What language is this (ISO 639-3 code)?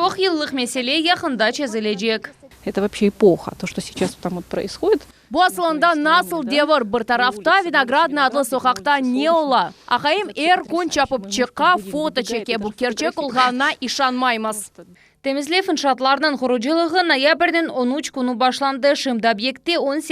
crh